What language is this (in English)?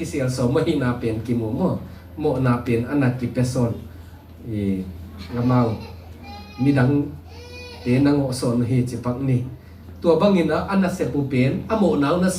Tedim Chin